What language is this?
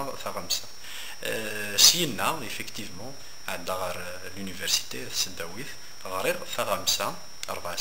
Kabyle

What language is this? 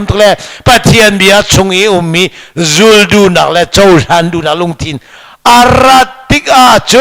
Hakha Chin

